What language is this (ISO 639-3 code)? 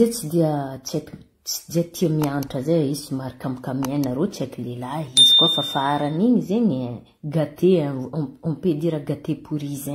mlg